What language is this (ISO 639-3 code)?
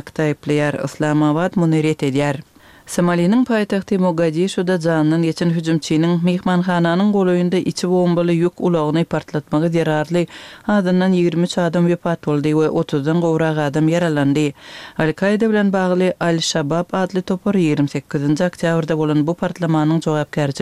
tuk